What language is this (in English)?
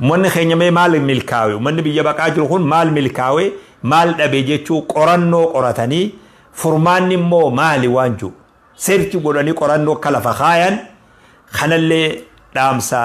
Oromo